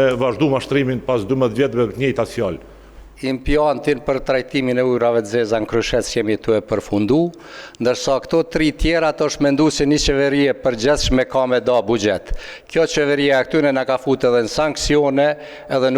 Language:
Albanian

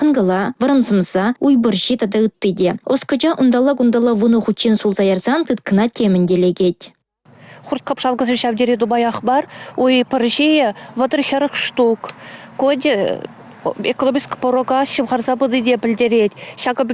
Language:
Chuvash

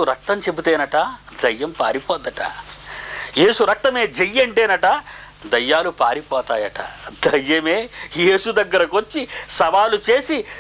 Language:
Telugu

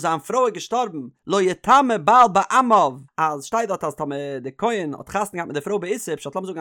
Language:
Yiddish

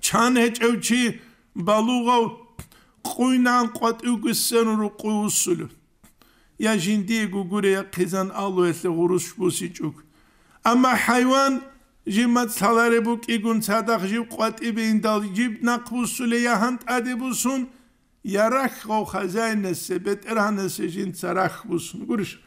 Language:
Avaric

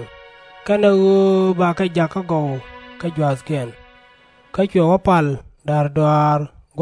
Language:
Nuer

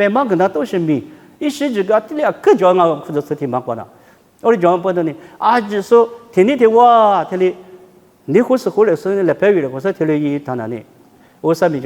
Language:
Lisu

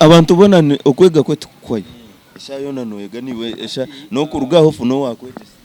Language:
Nyankole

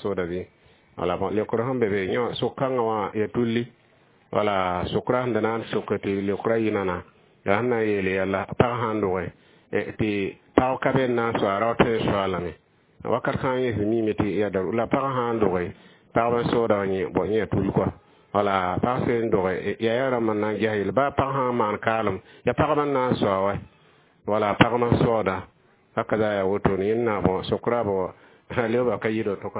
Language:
Mossi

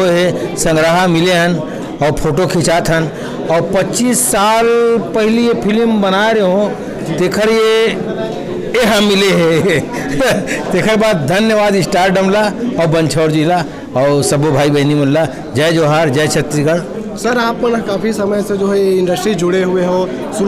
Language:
Chhattisgarhi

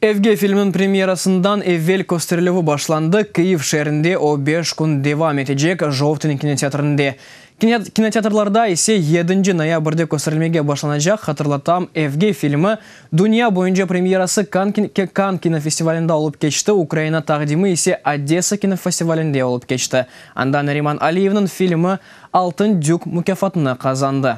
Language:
Crimean Tatar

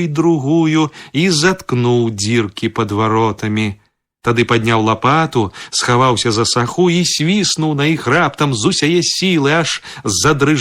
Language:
Belarusian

